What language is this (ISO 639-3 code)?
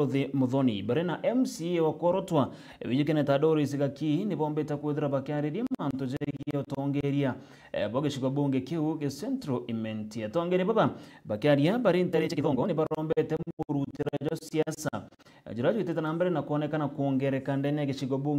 mer